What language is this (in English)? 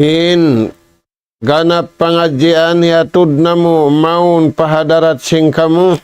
Tausug